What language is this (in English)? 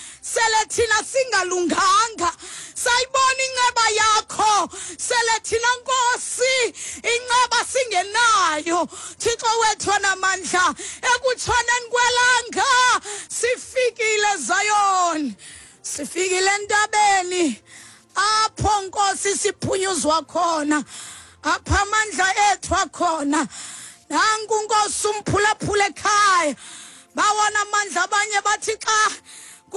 Xhosa